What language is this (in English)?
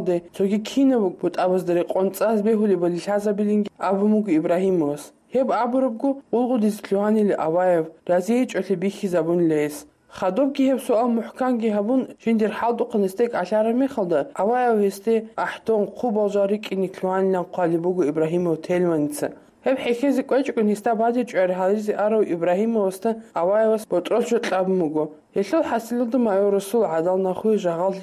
Avaric